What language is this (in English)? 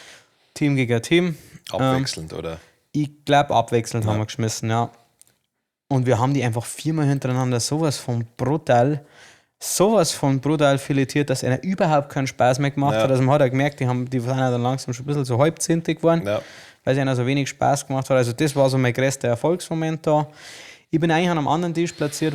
Bavarian